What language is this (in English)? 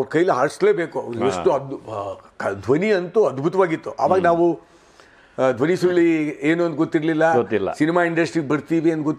Kannada